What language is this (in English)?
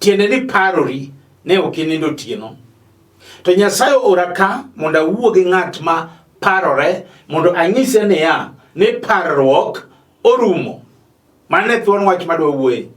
Luo (Kenya and Tanzania)